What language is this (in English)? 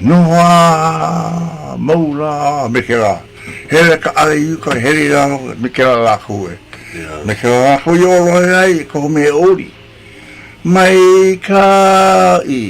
Hawaiian